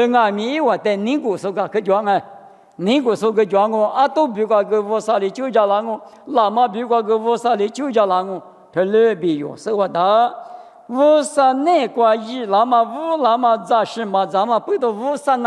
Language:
Lisu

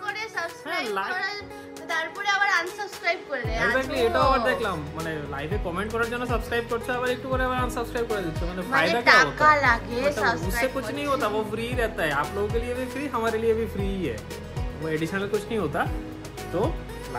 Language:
Bangla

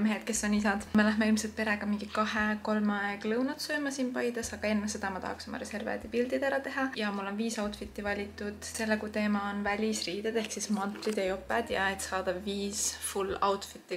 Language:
Estonian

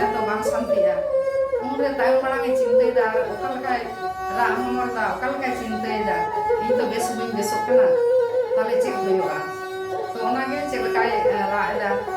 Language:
Santali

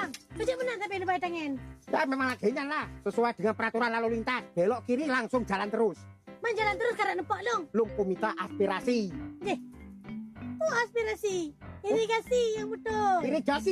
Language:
Achinese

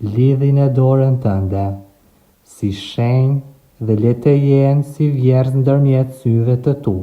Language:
Albanian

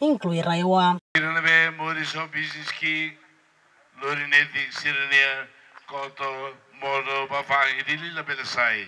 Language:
Tetum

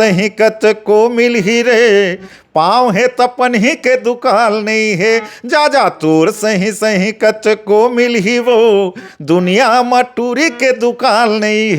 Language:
Chhattisgarhi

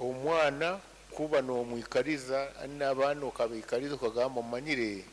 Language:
Nyankole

